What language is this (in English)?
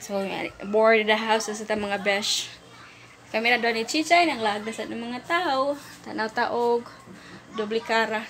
Cebuano